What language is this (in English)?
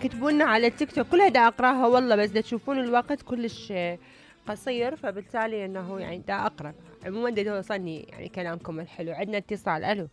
Mesopotamian Arabic